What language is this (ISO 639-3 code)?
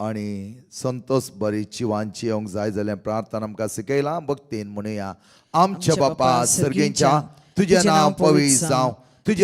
kok